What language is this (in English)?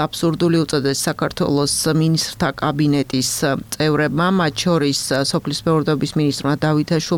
Georgian